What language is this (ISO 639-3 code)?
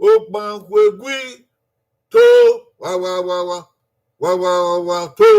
bin